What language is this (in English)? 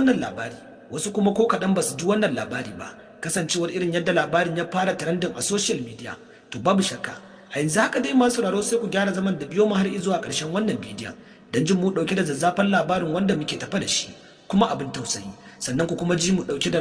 Hausa